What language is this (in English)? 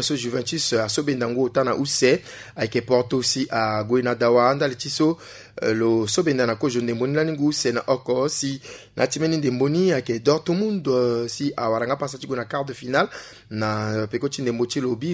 Sango